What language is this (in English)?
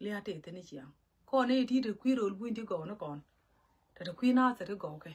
Nuer